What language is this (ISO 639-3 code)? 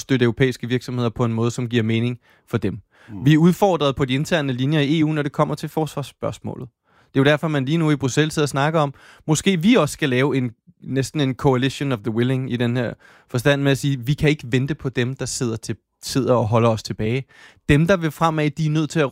dan